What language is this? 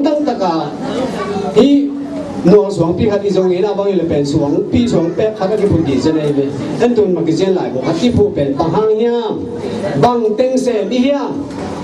Tedim Chin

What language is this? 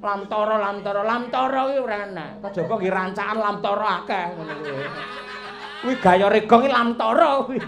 Javanese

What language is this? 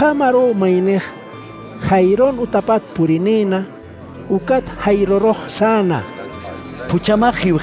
Aymara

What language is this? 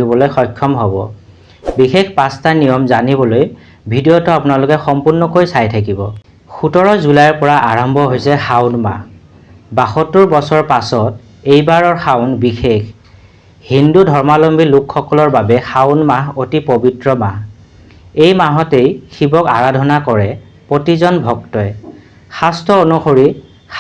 Assamese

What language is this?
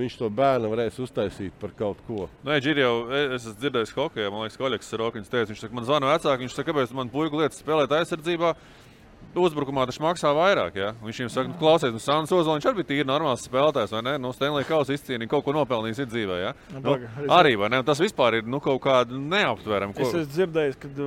Latvian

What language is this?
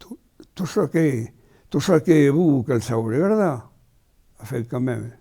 Occitan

